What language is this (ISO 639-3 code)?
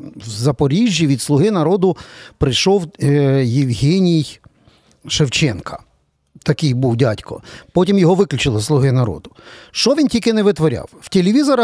ukr